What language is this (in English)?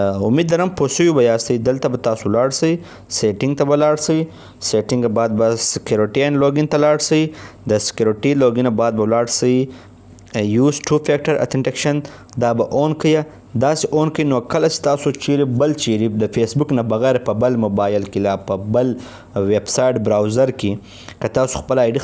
Pashto